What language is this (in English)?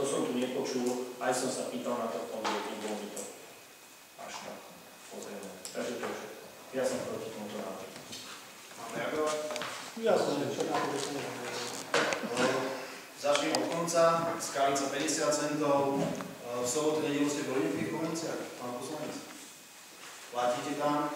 Slovak